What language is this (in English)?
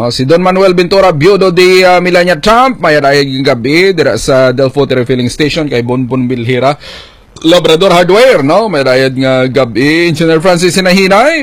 Hiligaynon